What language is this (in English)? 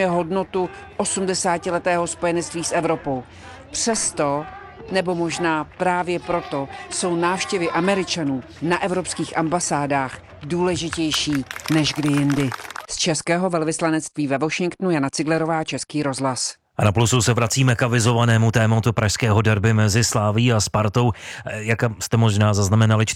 Czech